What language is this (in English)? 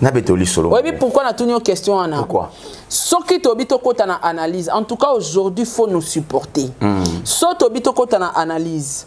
Lingala